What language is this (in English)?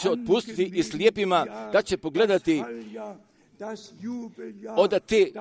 Croatian